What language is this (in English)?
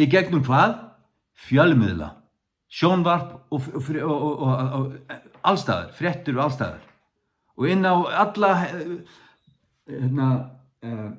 Faroese